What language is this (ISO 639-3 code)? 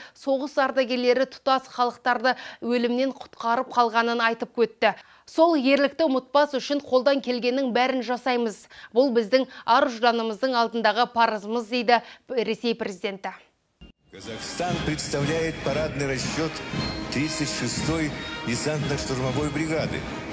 kaz